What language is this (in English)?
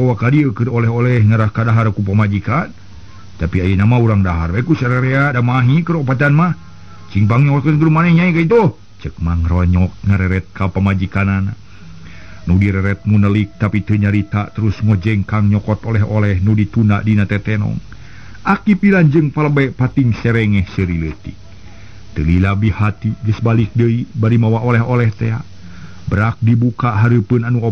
Sundanese